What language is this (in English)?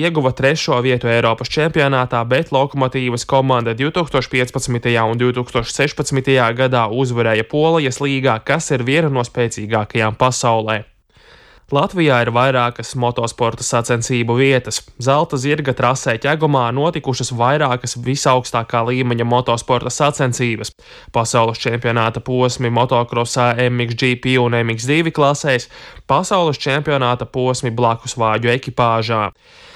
Latvian